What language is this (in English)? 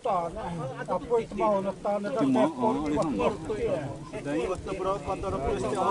Xavánte